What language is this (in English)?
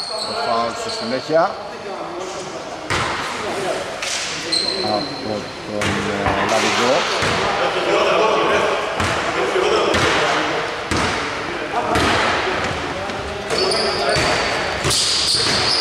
Greek